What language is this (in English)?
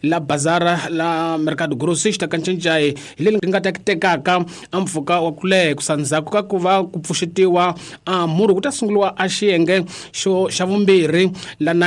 Tsonga